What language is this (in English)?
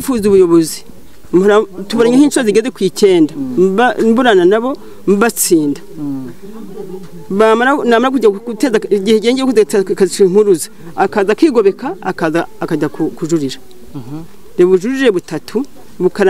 Kinyarwanda